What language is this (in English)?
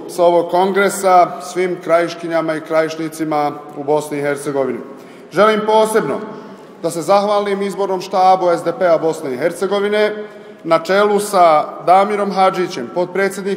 Bosnian